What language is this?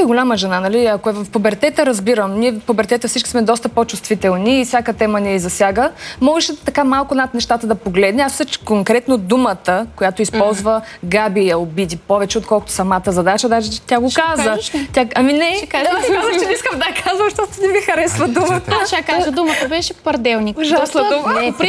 Bulgarian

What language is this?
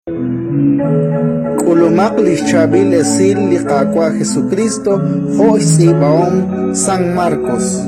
Kekchí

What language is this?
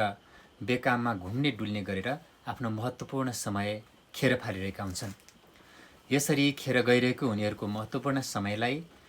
Nepali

